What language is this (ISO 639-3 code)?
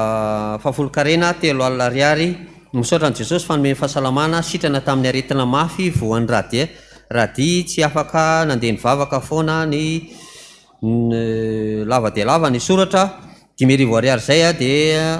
mlg